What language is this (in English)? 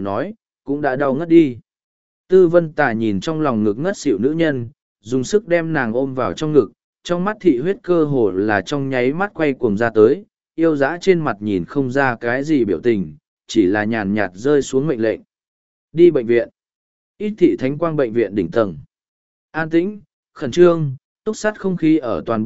Vietnamese